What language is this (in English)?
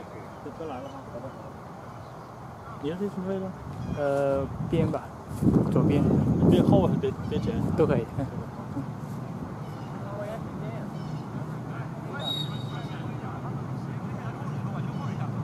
Chinese